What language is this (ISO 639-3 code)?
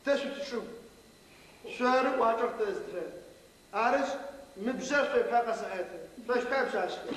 ady